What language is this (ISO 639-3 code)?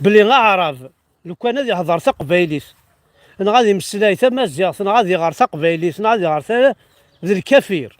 kab